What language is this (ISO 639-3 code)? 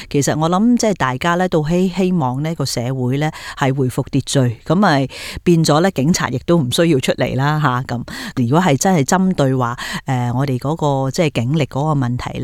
yue